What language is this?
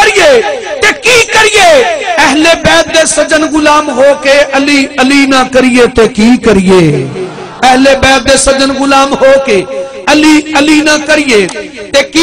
Saraiki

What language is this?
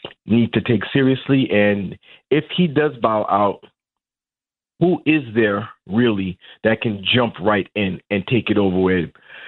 English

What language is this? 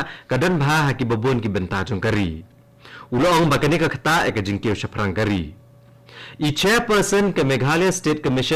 Khasi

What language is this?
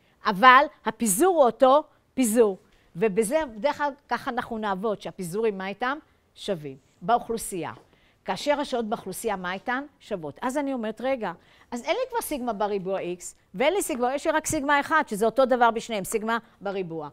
Hebrew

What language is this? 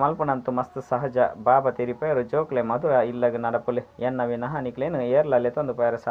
Tulu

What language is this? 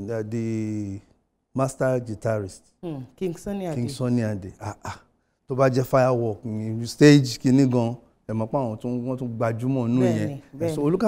Yoruba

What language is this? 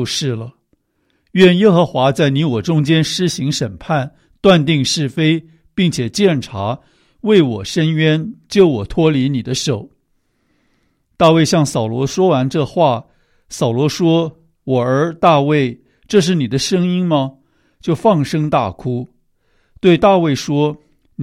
Chinese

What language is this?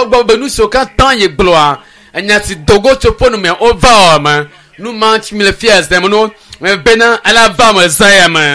Ewe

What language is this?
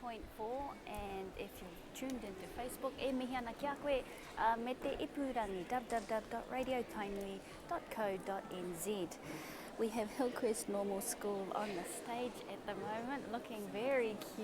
Māori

